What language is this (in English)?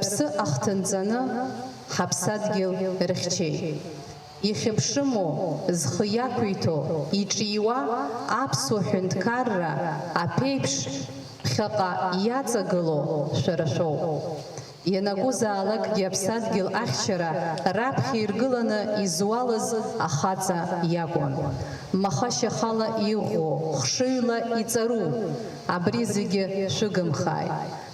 Abkhazian